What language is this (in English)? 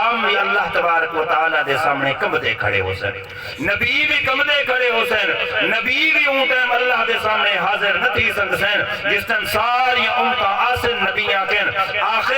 Saraiki